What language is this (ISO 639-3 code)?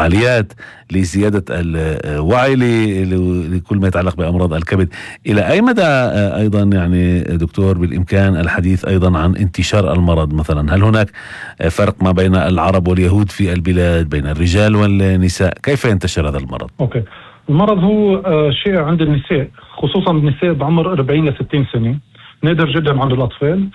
apc